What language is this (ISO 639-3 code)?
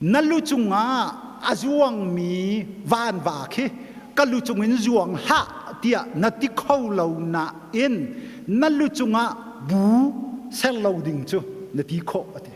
cnh